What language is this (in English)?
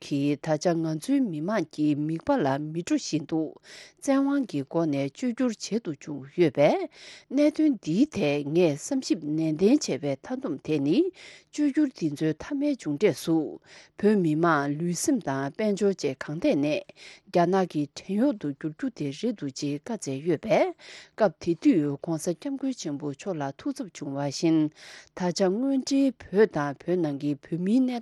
Tibetan